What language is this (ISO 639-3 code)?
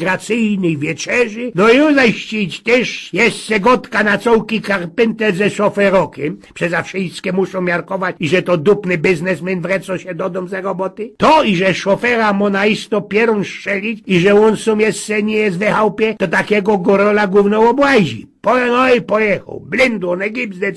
szl